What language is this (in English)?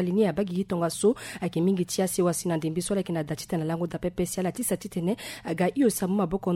Sango